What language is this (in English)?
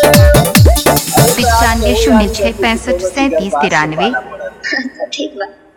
Bhojpuri